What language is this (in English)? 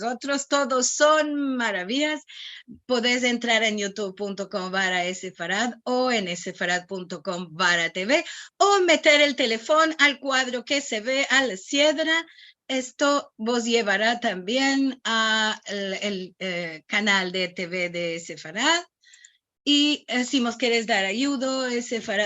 Ladino